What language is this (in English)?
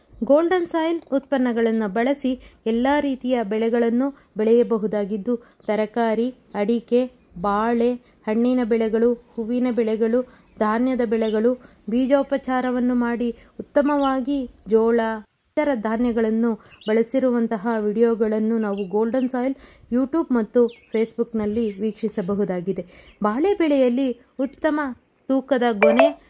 Kannada